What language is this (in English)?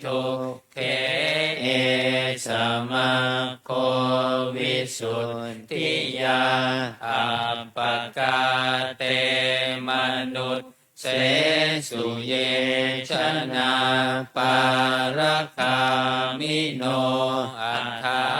Pali